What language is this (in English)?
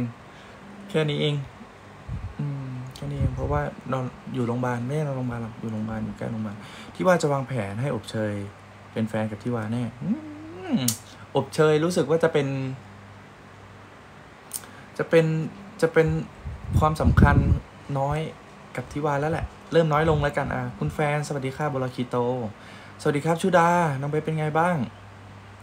Thai